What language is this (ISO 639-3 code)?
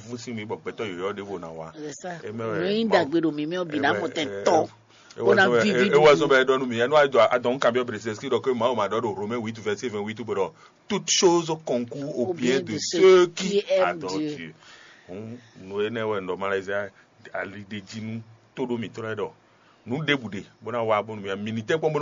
fon